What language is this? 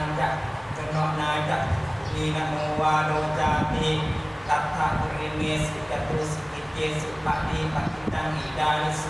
Pali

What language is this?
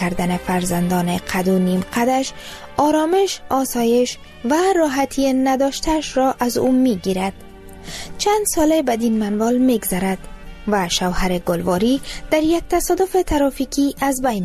Persian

